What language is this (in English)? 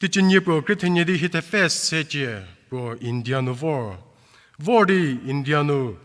Angami Naga